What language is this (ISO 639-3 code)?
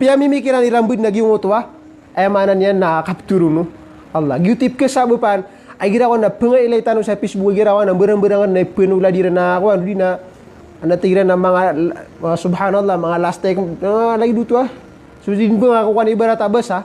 mrw